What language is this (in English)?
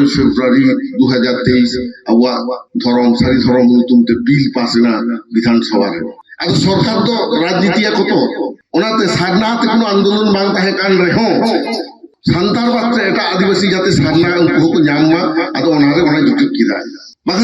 Santali